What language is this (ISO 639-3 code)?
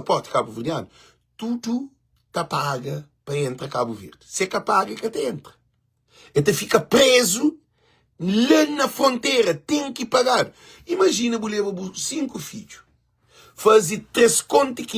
kea